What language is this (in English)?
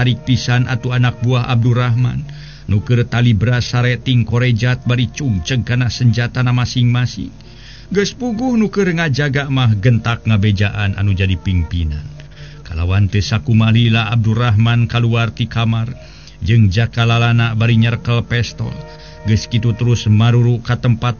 Sundanese